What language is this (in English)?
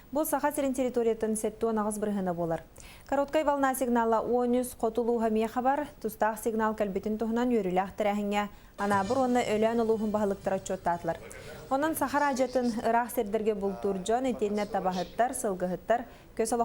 Yakut